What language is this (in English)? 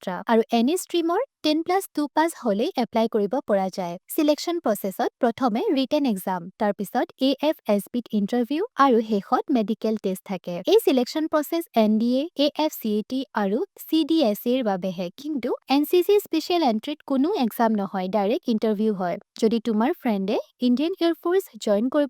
Assamese